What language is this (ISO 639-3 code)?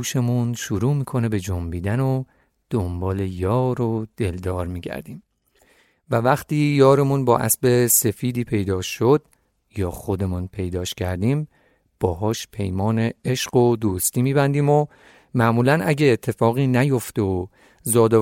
fas